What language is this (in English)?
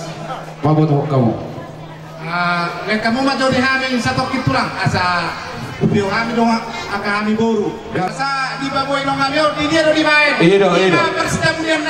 Batak Toba